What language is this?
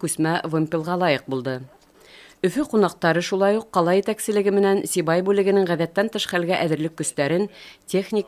Bashkir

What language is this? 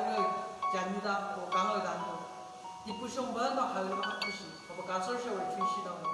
Chang Naga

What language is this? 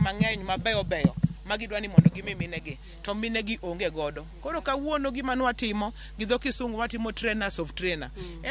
Luo (Kenya and Tanzania)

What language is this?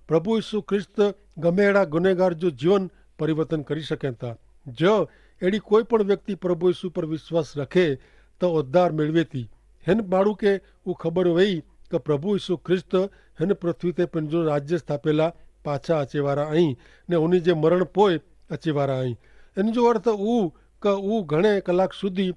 Kachhi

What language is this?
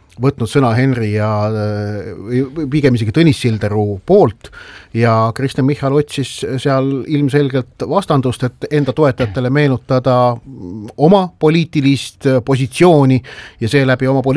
Estonian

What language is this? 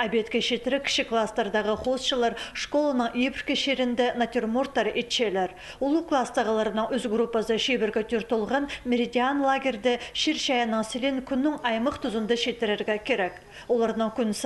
Khakas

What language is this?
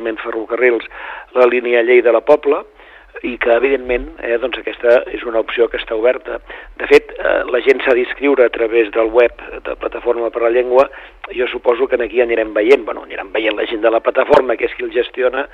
Catalan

